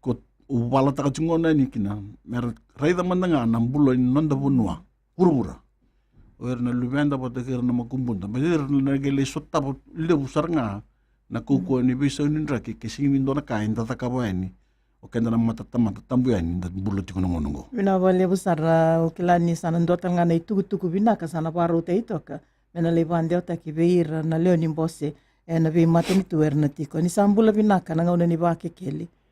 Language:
Fijian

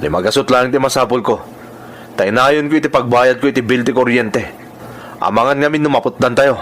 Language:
Iloko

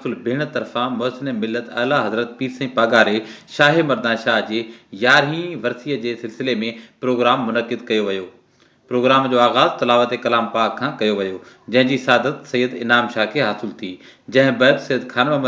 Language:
Sindhi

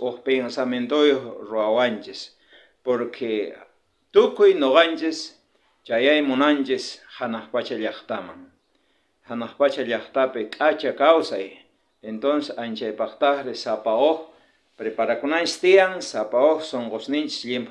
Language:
South Bolivian Quechua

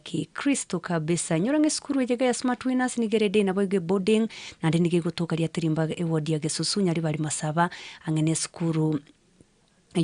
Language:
Gusii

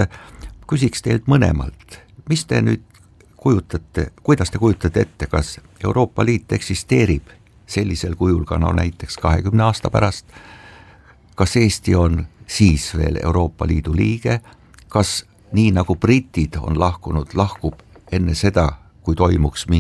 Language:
Estonian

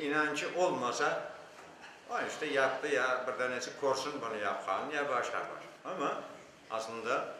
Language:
Crimean Tatar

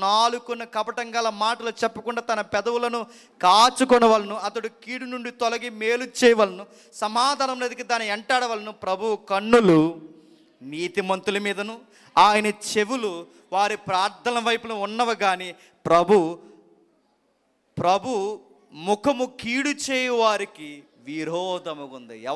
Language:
Telugu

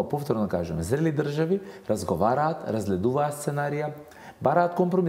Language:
Macedonian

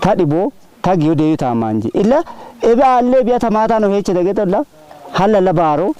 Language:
Kafa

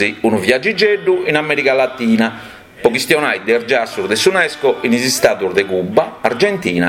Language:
Sardinian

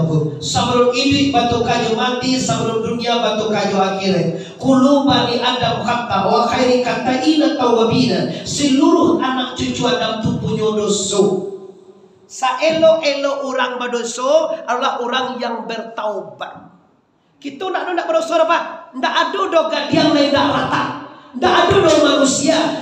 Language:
Minangkabau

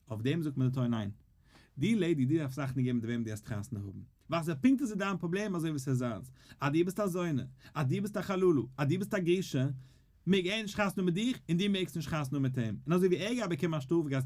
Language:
Yiddish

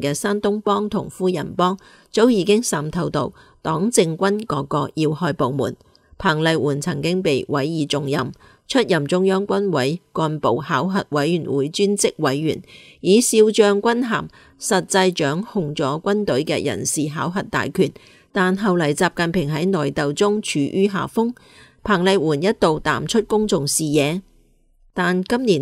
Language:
Cantonese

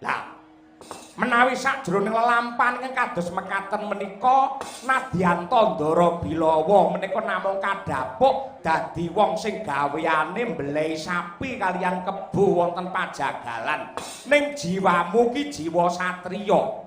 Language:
Javanese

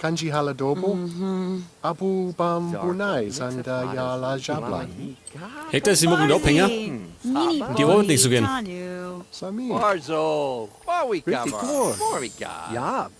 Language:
Bavarian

